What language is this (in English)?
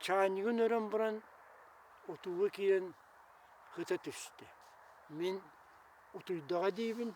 Yakut